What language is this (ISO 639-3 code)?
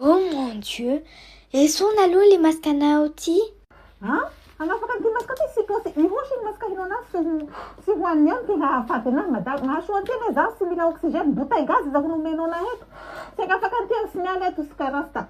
mlg